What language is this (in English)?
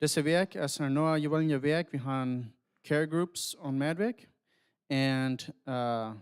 Plautdietsch